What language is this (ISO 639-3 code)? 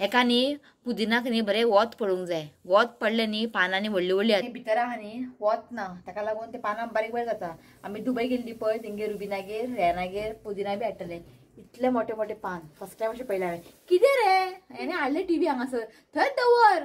kok